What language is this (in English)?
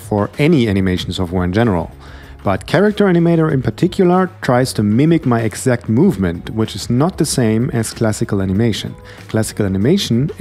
English